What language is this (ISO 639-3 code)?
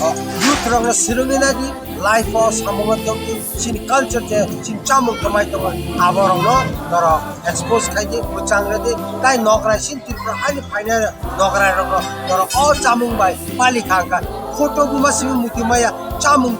trp